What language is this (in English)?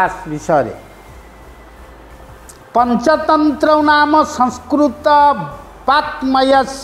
Odia